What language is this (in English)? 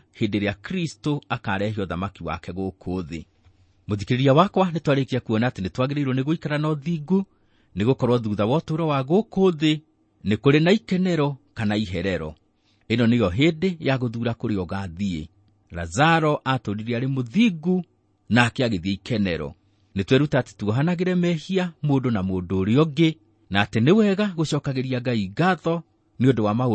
Kikuyu